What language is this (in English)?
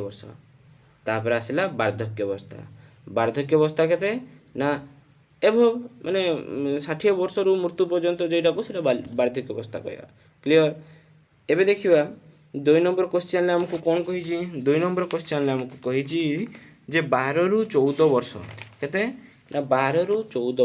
Odia